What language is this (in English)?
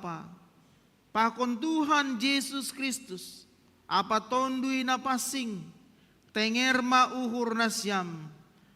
Batak Simalungun